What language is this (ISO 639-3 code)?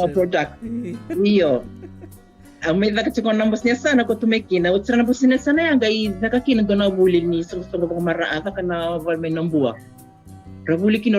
fij